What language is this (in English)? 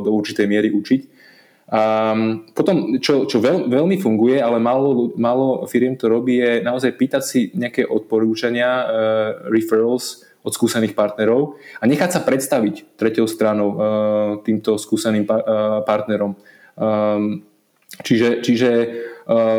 Slovak